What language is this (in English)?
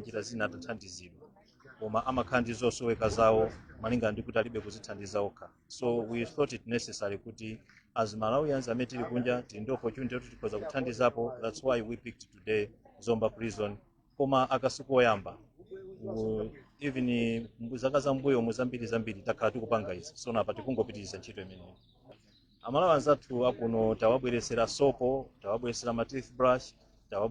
Nyanja